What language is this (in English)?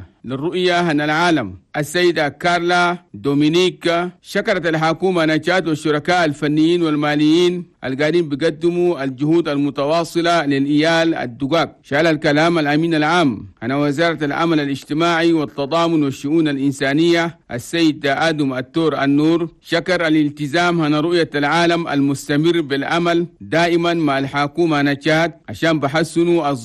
Chadian Arabic